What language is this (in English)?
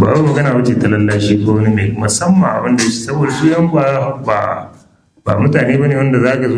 Hausa